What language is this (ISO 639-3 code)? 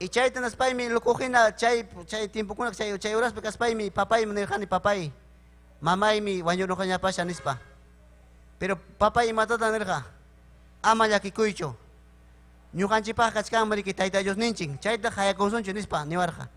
quy